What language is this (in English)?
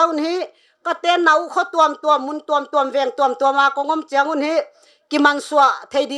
Paite Chin